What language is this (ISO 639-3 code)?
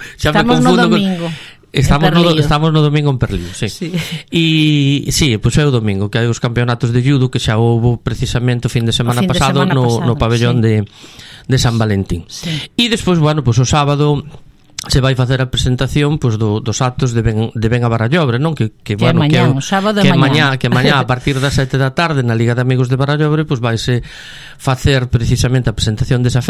glg